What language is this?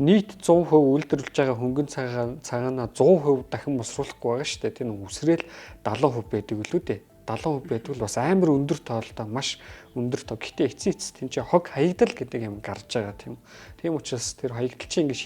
Mongolian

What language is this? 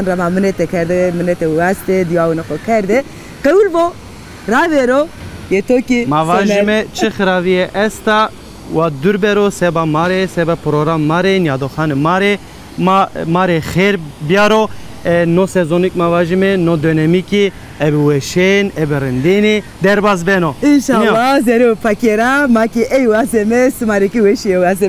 Zaza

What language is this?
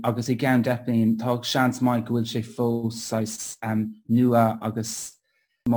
Irish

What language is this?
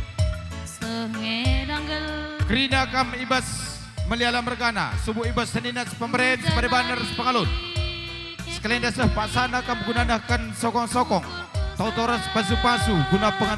Batak Karo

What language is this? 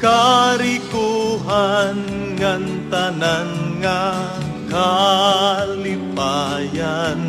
Waray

